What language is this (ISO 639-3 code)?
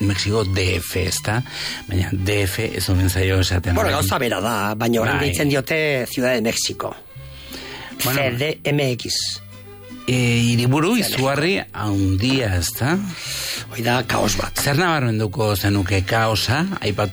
eus